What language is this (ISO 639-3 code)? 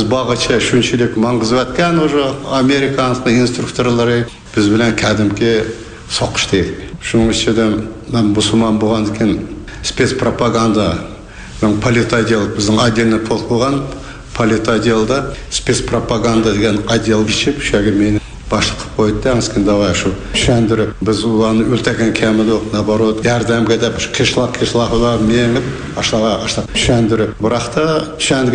kaz